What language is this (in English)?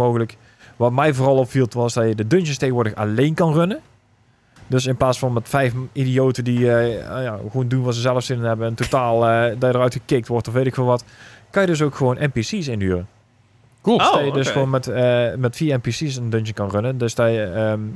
Dutch